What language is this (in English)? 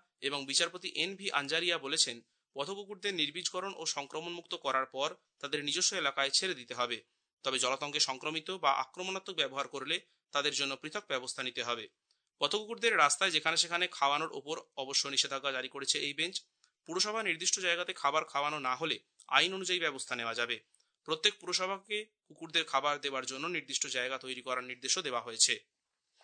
Bangla